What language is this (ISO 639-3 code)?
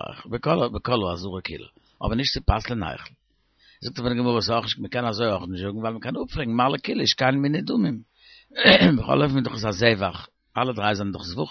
yid